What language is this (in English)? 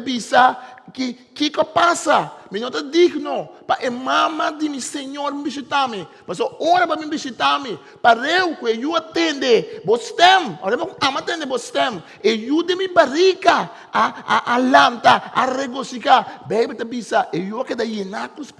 Papiamento